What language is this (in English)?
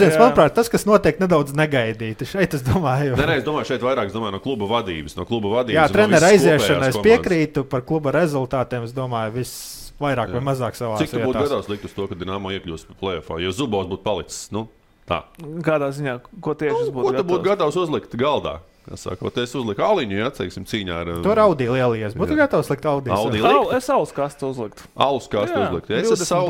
Latvian